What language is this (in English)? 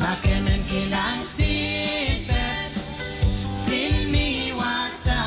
Pohnpeian